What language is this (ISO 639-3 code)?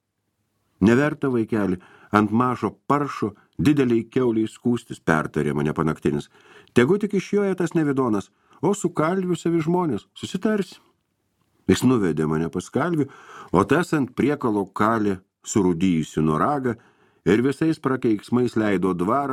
lit